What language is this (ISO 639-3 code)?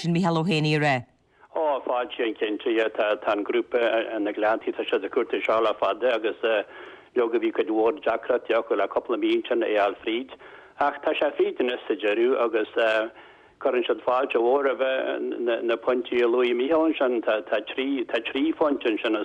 gle